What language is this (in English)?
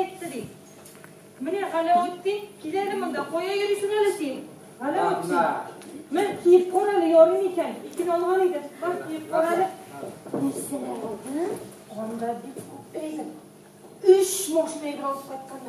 Tatar